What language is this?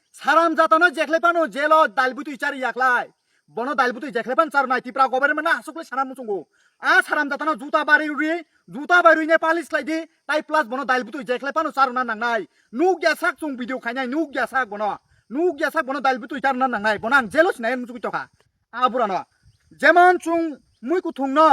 Kok Borok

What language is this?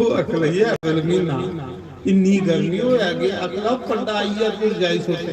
Dogri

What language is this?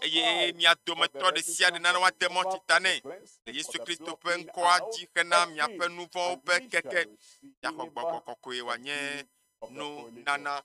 Ewe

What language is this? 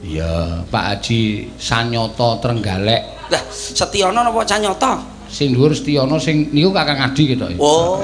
Javanese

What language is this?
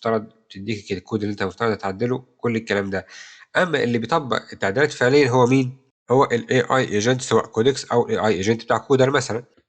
Egyptian Arabic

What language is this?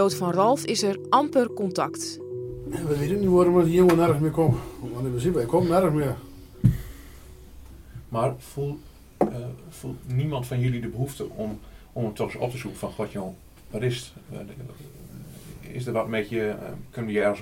Dutch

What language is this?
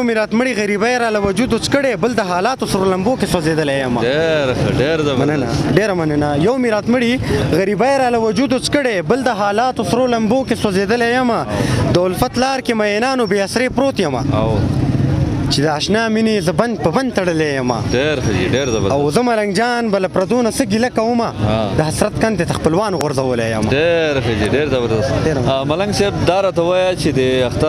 Pashto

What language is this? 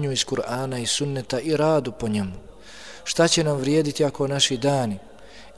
Bosnian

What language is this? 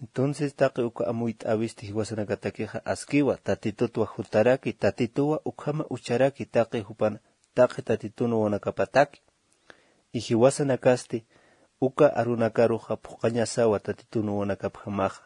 Aymara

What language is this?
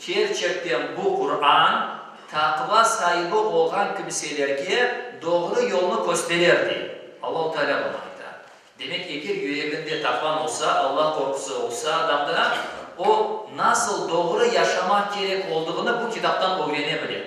Crimean Tatar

